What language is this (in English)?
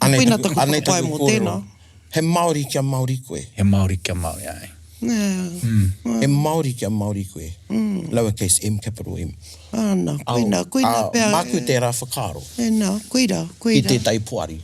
Māori